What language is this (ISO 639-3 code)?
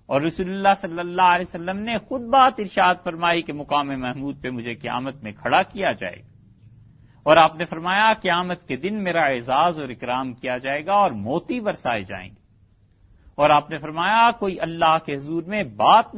urd